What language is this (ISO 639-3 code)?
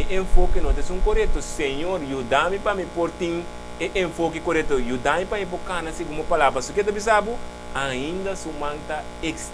pap